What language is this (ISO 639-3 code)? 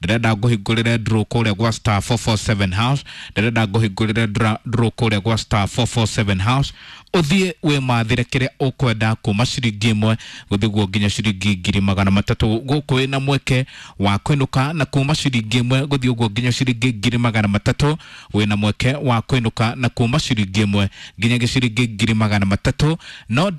kik